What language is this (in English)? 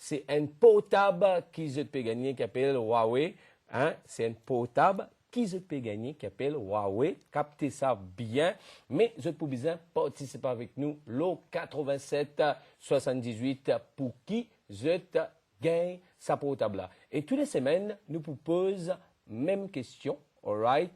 Morisyen